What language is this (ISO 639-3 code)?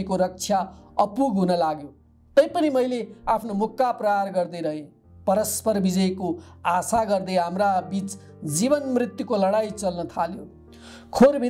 nep